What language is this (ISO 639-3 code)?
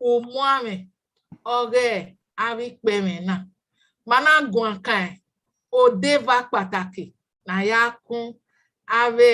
bin